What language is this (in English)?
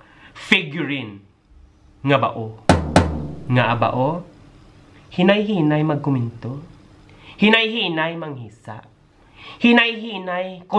Hiligaynon